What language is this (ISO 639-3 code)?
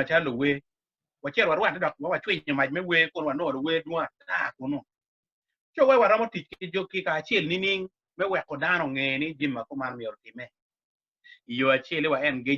ach